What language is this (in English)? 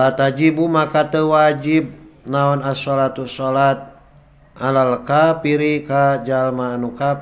Sundanese